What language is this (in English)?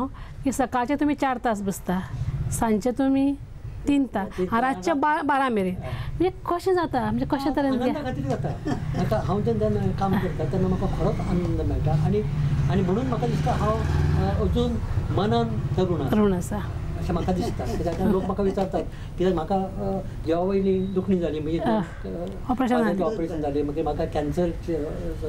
Konkani